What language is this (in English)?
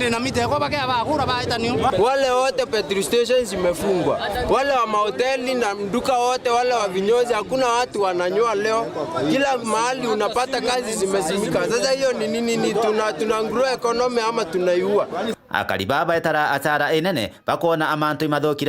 Meru